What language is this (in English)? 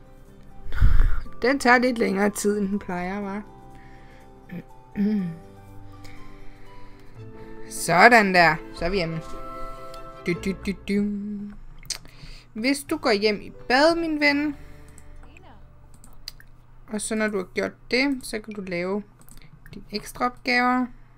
Danish